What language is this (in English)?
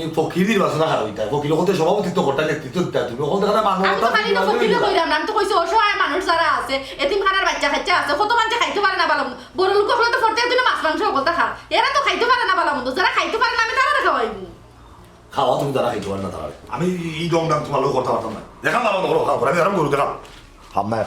Sylheti